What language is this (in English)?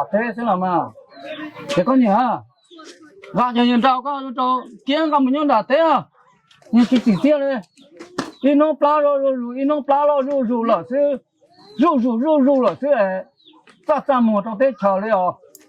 Hmong